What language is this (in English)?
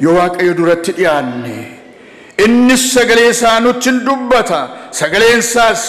Oromo